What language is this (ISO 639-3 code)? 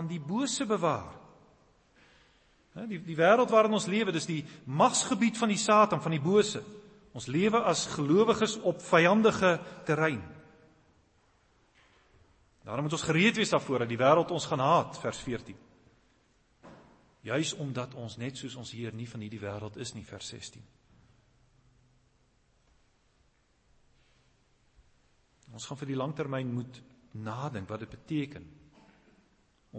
afr